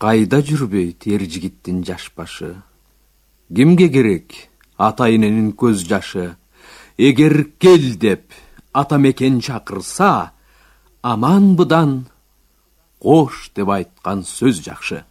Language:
Kyrgyz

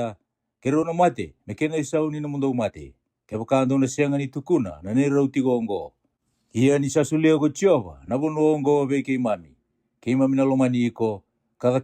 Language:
Fijian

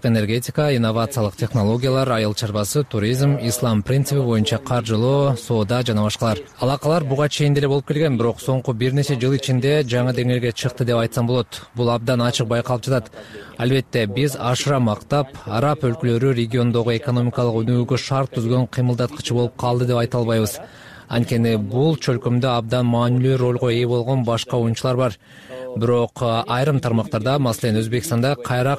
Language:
Kyrgyz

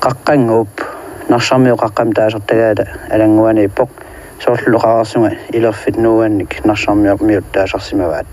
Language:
Kalaallisut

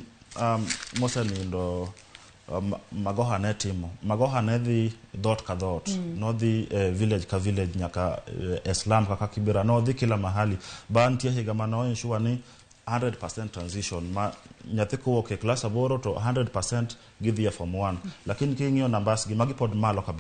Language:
Luo (Kenya and Tanzania)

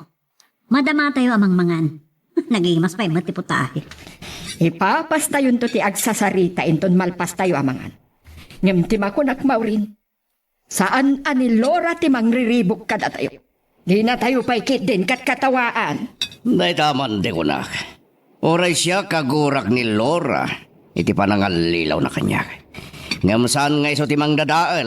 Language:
Iloko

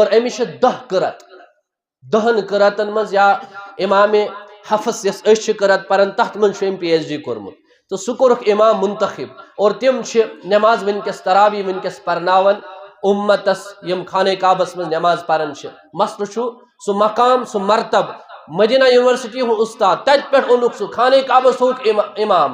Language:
Kashmiri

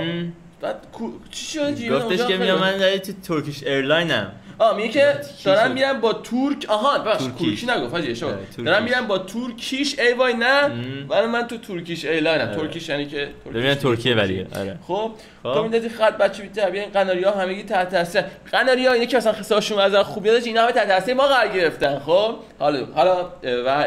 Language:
Persian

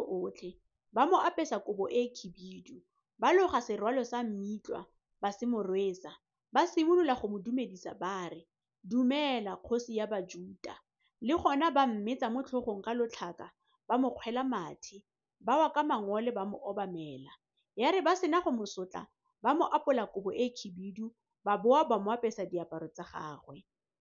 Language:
Tswana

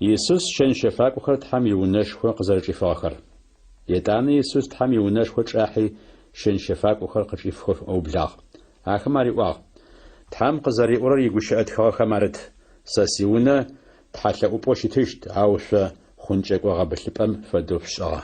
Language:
Adyghe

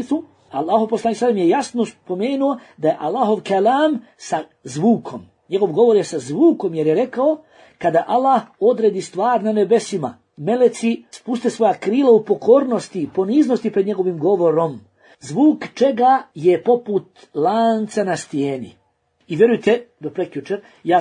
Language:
Bosnian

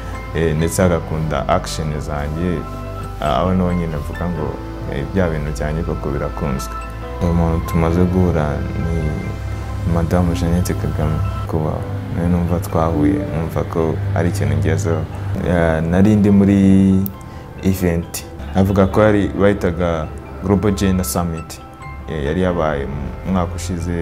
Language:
Kinyarwanda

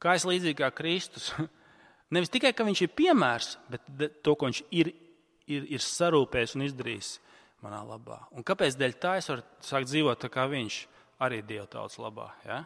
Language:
Latvian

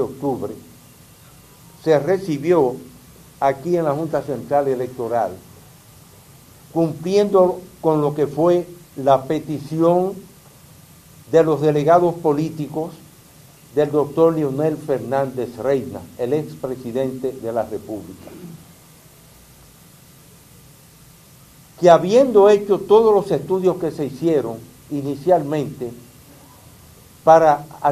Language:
Spanish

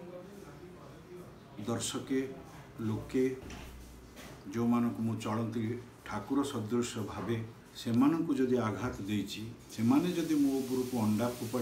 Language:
Odia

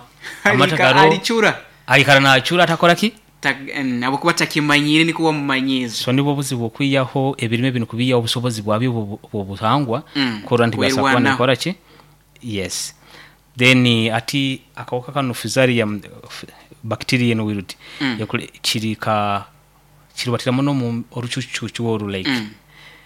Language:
Nyoro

